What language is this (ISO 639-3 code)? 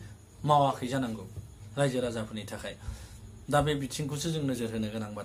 brx